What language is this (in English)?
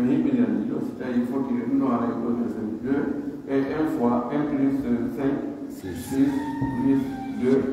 Pular